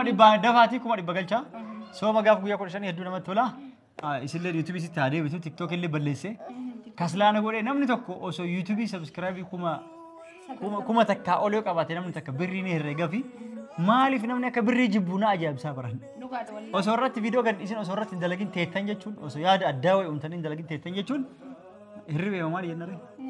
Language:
Oromo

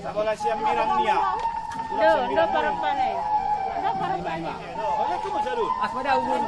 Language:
Batak Angkola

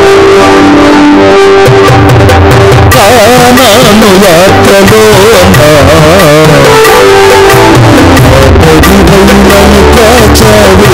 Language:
Telugu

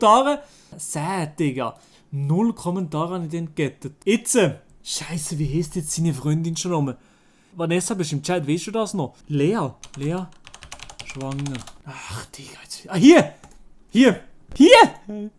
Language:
Swiss German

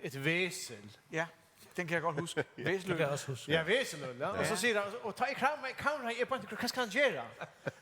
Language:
Faroese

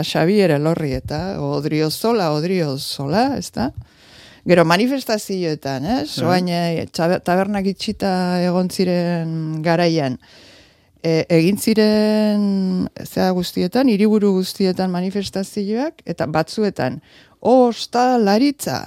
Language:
Basque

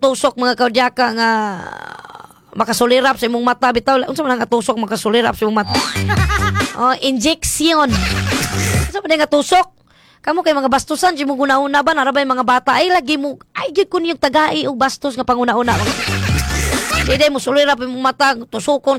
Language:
Cebuano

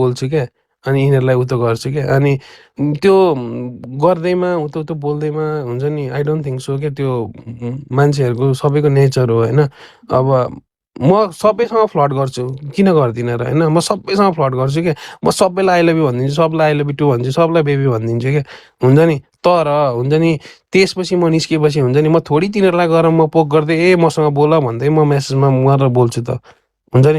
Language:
Nepali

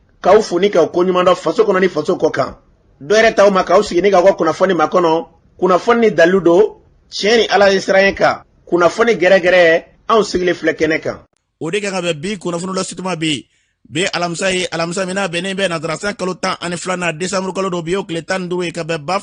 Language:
Bambara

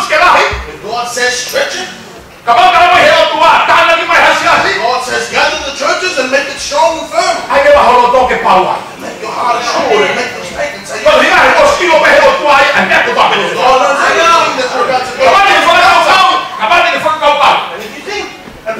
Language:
Tongan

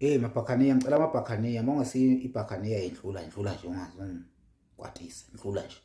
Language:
Zulu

